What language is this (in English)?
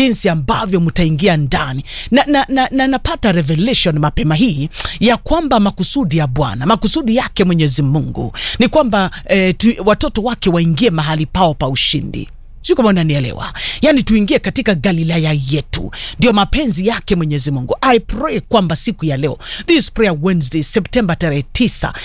Swahili